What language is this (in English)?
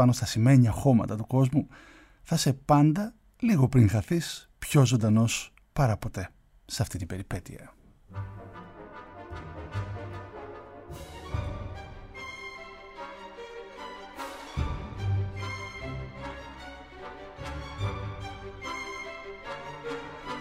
Greek